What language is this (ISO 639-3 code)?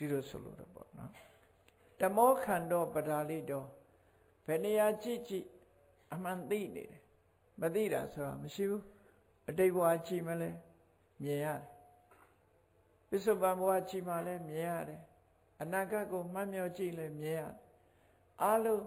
mya